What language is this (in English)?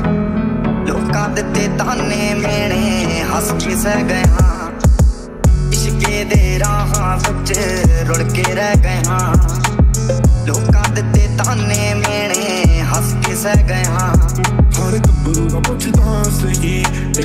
Punjabi